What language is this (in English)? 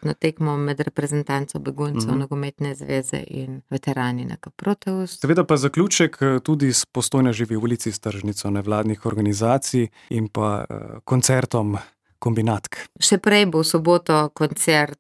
Slovenian